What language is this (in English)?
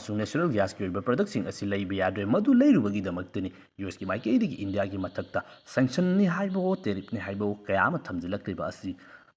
Manipuri